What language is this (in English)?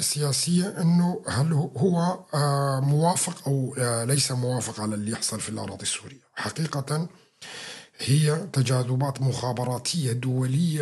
North Levantine Arabic